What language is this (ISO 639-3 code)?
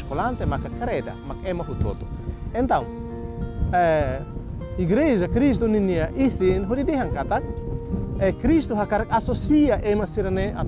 tet